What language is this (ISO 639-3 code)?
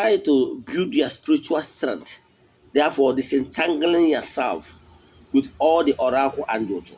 ibo